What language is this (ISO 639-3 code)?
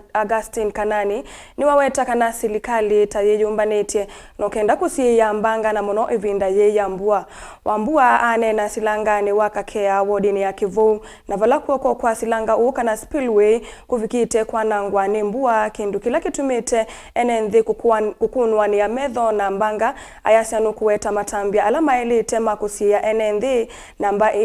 kam